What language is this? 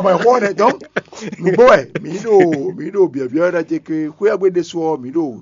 Fon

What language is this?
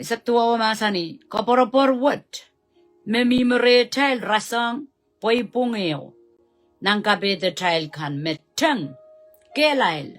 Pohnpeian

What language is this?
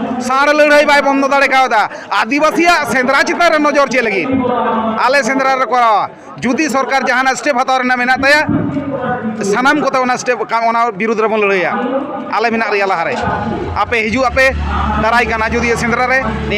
Santali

